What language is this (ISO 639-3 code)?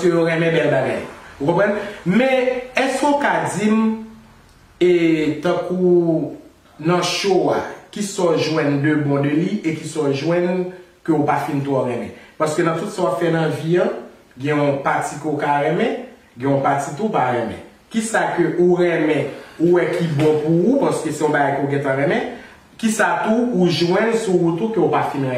hat